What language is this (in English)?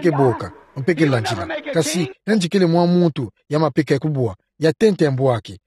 Kituba (Democratic Republic of Congo)